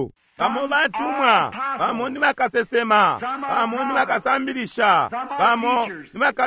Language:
Bemba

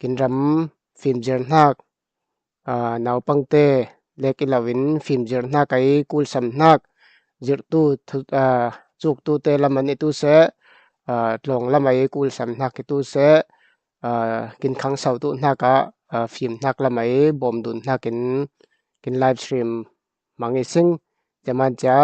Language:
Falam Chin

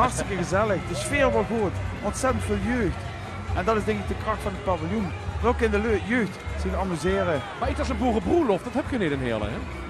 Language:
Limburgish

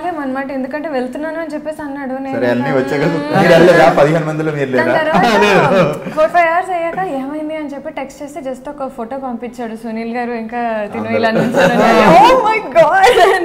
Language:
Telugu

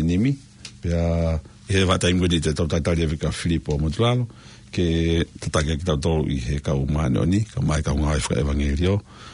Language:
Tongan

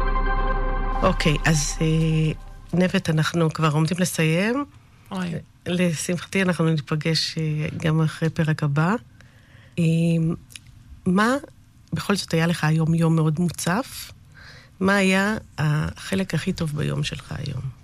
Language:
Hebrew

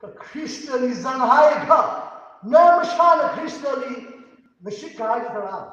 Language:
Tangkhul Naga (India)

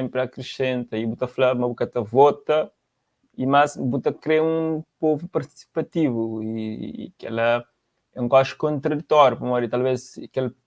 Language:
Kabuverdianu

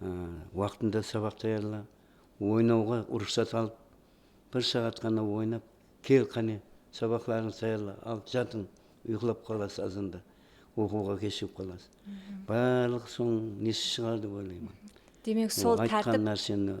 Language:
Kara-Kalpak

